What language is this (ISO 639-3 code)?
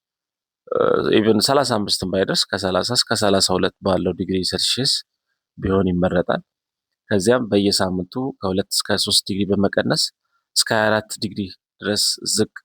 amh